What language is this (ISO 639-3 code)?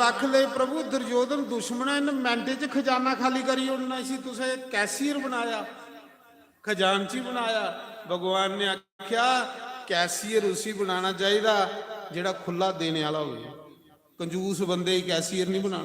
doi